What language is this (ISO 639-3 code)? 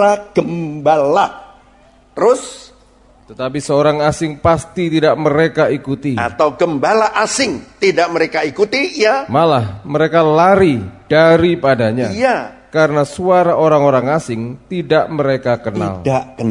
ind